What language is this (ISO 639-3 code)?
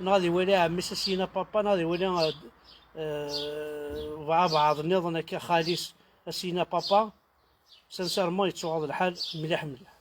kab